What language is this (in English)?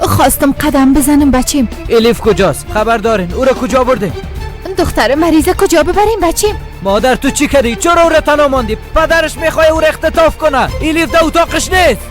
Persian